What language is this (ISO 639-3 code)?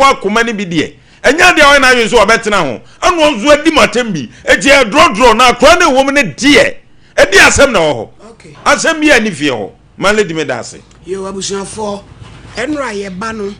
aka